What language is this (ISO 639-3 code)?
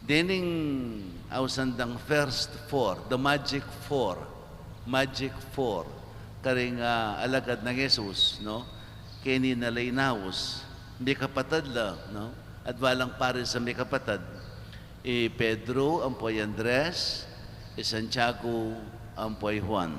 pam